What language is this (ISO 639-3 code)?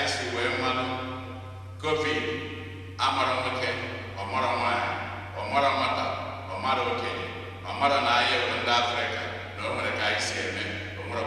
ibo